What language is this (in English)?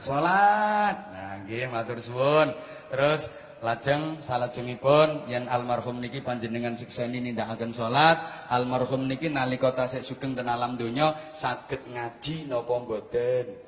Javanese